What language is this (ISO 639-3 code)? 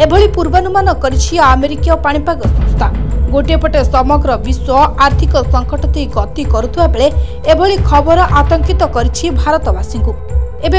ori